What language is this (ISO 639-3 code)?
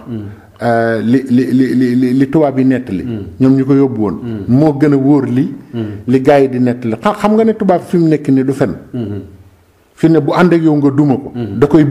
wol